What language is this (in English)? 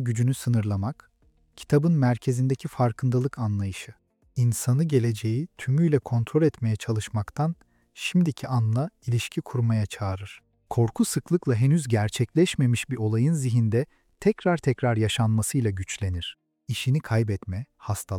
Turkish